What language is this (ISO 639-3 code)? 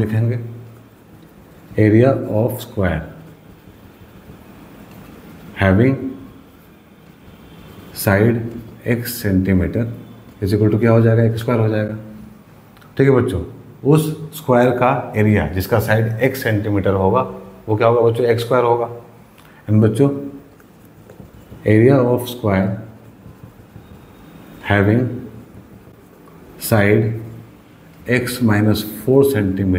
hin